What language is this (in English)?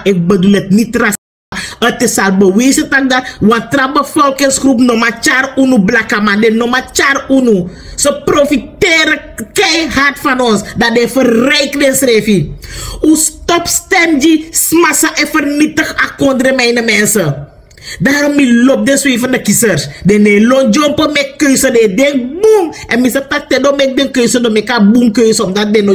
Sranan Tongo